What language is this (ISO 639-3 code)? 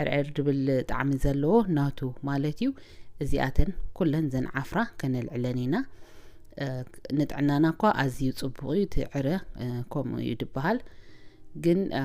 tir